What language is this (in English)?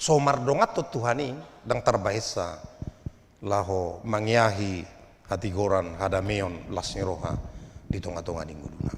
Batak Toba